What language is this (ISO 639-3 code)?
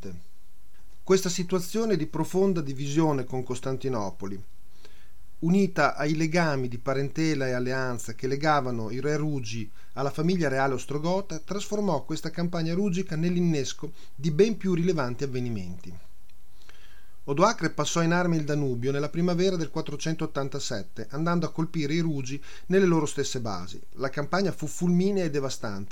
ita